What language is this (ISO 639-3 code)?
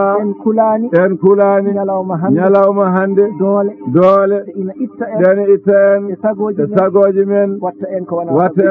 ful